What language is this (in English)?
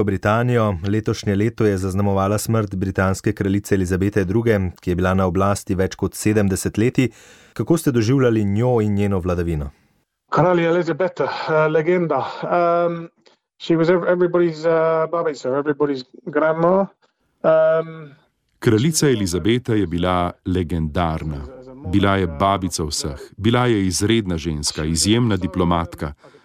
Slovenian